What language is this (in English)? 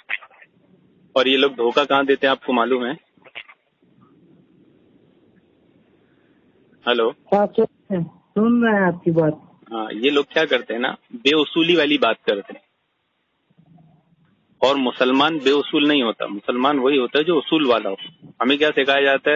Urdu